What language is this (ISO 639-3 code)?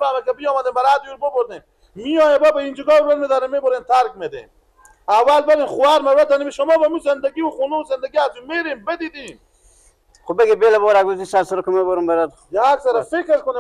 fas